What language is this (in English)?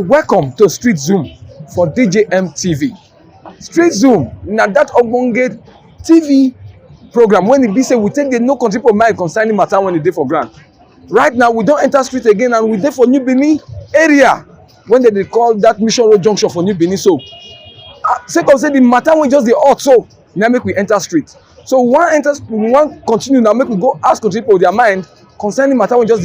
Nigerian Pidgin